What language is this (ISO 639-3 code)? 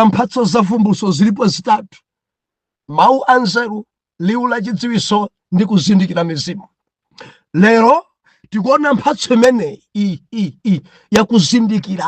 nya